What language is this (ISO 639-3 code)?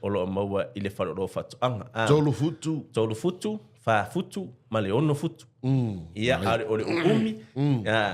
smo